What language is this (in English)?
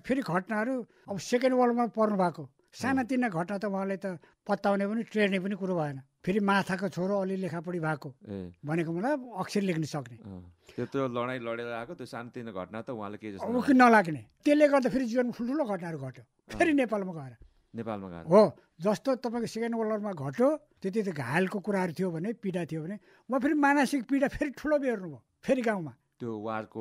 Nepali